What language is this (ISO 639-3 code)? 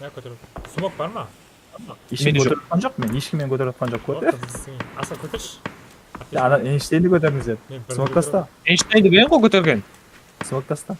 kaa